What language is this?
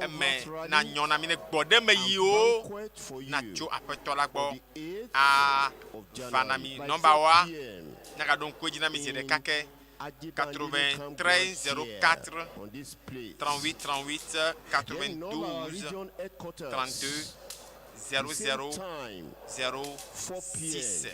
Ewe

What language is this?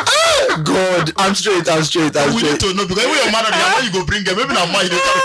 Nigerian Pidgin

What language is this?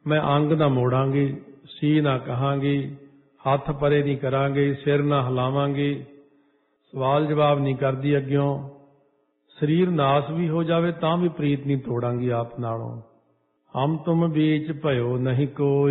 Punjabi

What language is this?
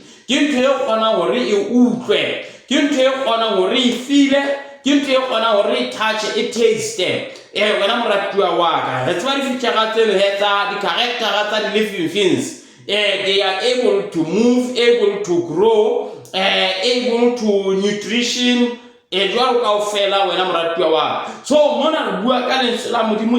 Southern Sotho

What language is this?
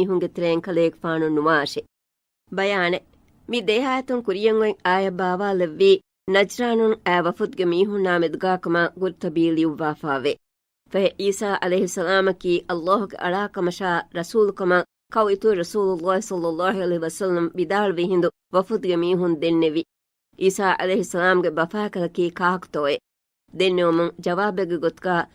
Divehi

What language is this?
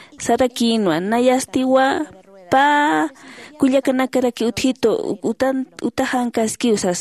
Aymara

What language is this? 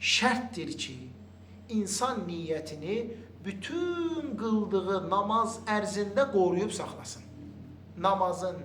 Azerbaijani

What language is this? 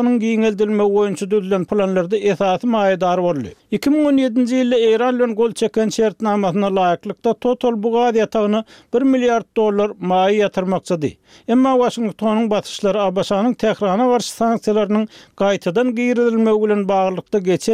Turkmen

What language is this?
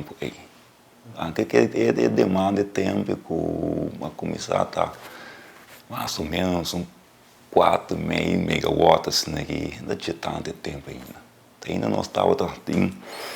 Papiamento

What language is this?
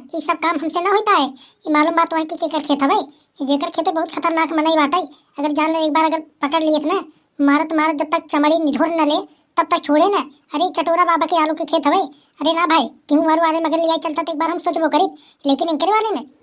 Awadhi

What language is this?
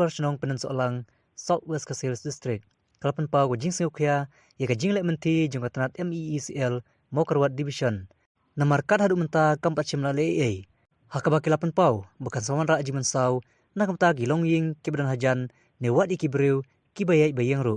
Khasi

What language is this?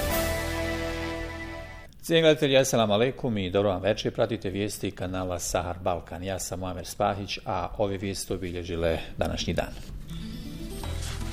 Bosnian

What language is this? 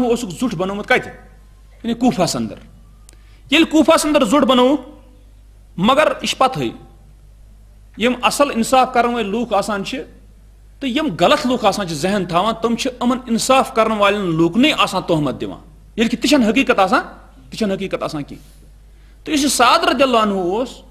Kashmiri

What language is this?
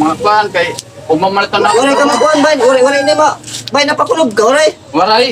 Waray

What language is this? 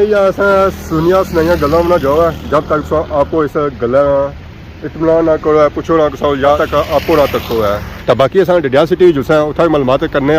Pahari-Potwari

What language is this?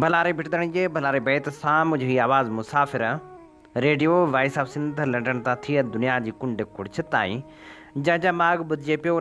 Sindhi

